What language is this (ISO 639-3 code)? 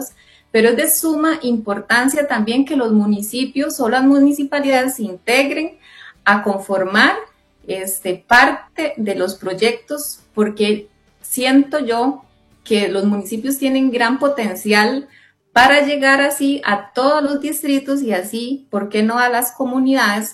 spa